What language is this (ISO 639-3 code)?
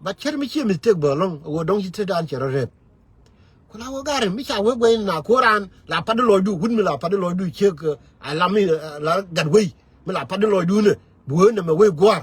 nus